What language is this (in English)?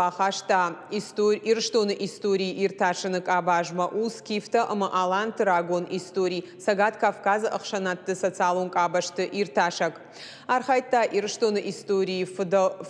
Ossetic